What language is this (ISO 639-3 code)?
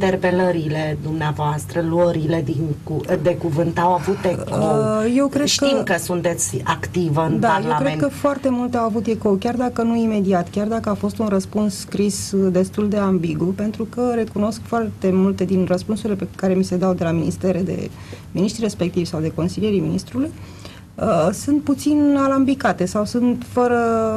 ron